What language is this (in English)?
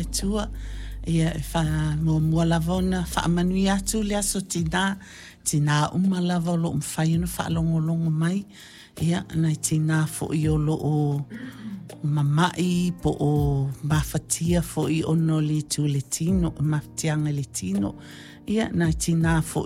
Samoan